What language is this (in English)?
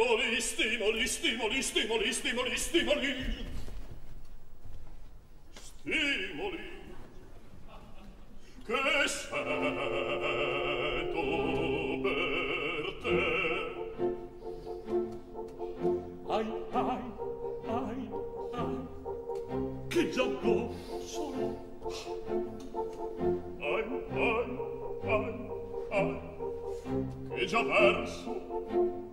Italian